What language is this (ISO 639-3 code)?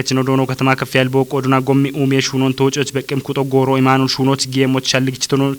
kbr